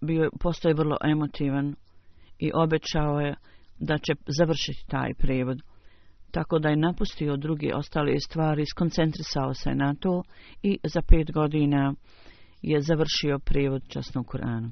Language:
Bosnian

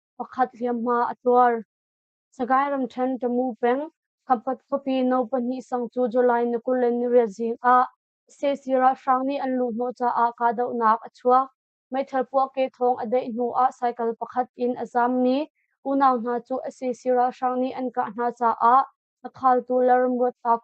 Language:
Hakha Chin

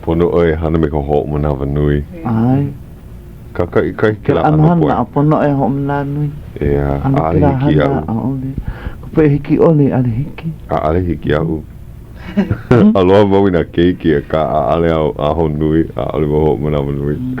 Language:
Hawaiian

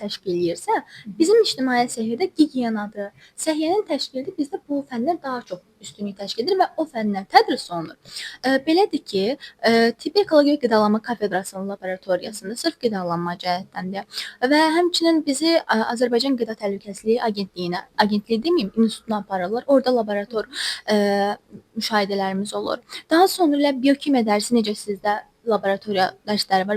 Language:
Azerbaijani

